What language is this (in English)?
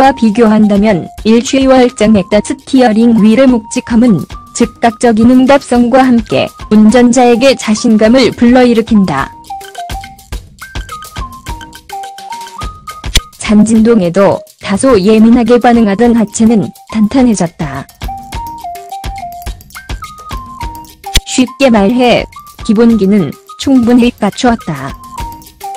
Korean